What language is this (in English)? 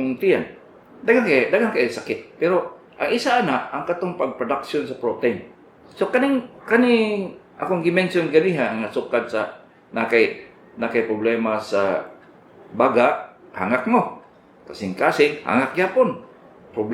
Cebuano